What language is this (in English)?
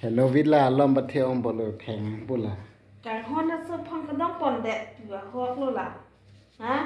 Karbi